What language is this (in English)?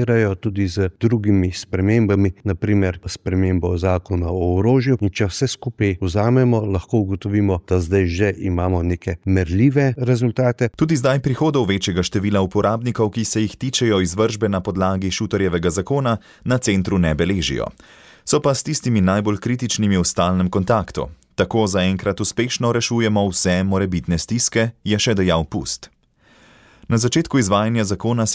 Slovenian